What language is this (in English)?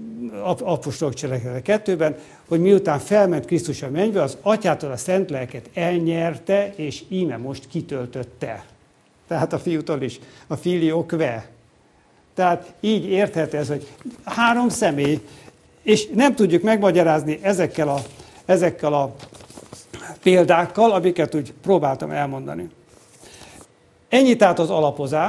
Hungarian